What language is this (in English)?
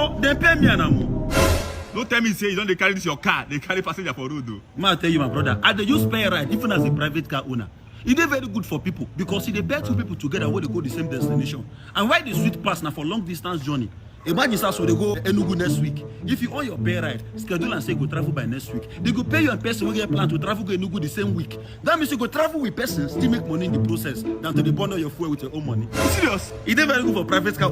Nigerian Pidgin